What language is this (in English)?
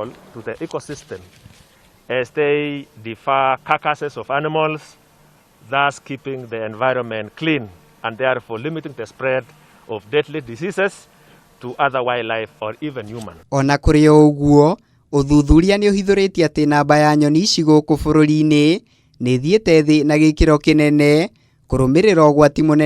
Kikuyu